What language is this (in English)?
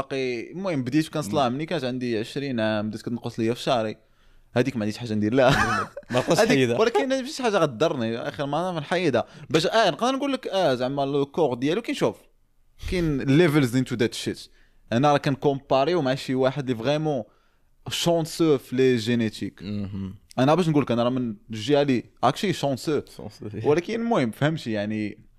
Moroccan Arabic